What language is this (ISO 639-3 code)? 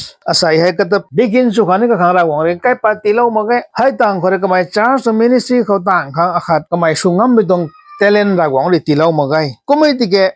nbu